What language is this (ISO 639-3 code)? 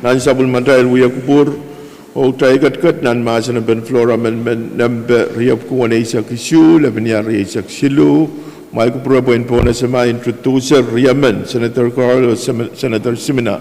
pon